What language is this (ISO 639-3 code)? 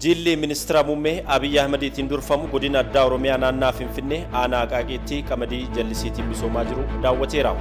orm